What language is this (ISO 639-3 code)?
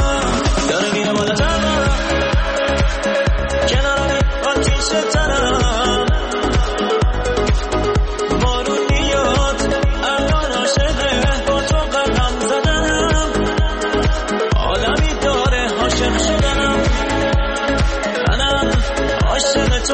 fas